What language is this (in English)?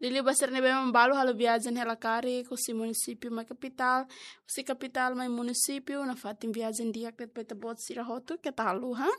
Tetum